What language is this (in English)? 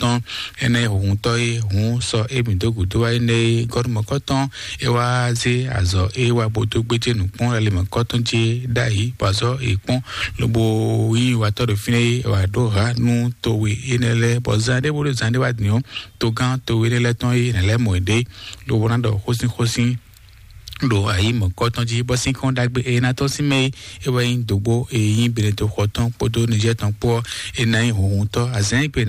Fon